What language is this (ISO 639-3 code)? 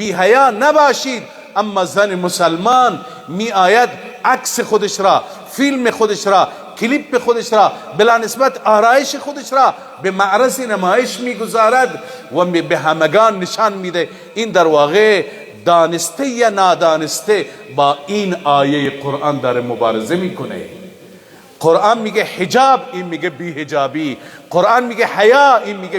fas